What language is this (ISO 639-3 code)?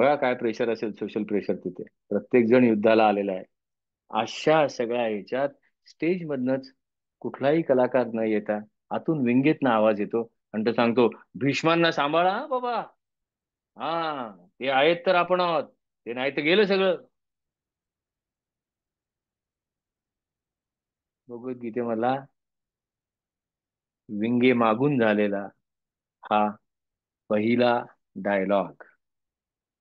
mar